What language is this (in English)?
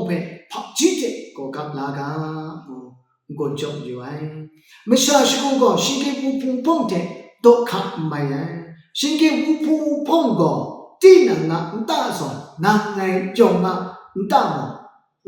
Kachin